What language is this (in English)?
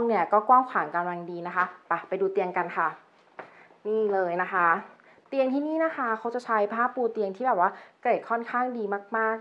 Thai